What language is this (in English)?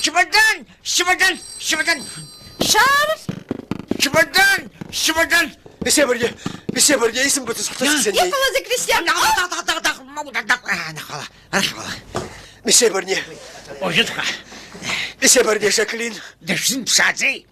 Abkhazian